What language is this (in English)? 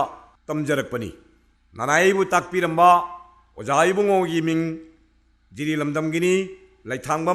Manipuri